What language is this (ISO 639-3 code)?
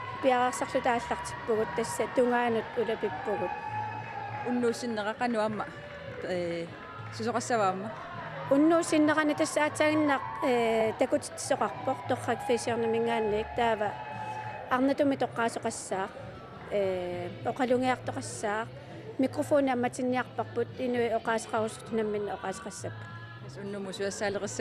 kal